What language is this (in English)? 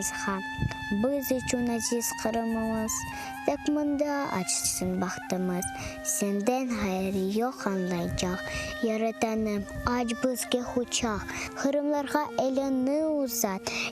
Crimean Tatar